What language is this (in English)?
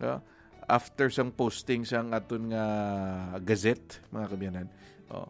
Hiligaynon